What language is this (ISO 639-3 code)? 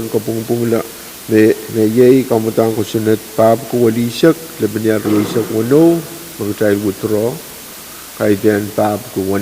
pon